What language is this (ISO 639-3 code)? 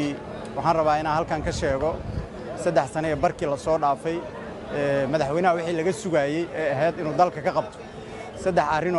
som